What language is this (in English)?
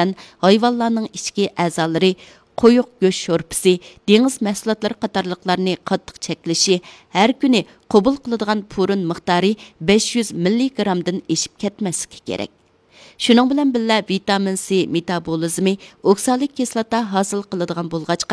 Uyghur